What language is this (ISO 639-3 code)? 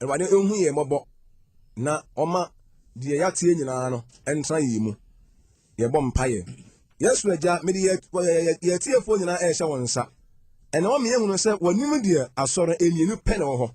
aka